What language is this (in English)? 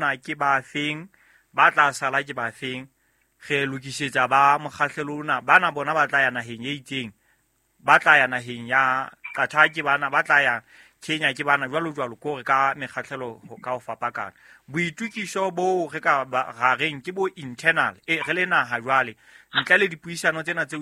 Southern Sotho